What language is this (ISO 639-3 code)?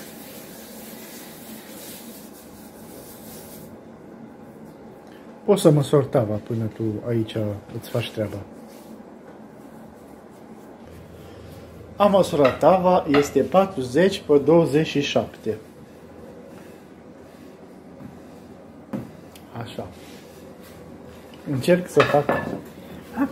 ron